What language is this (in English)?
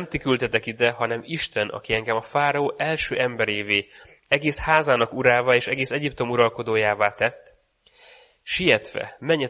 Hungarian